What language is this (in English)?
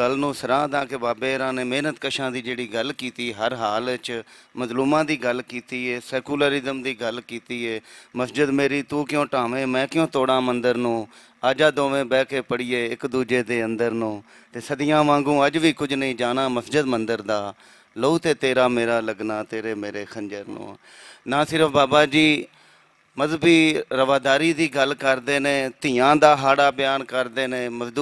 Western Panjabi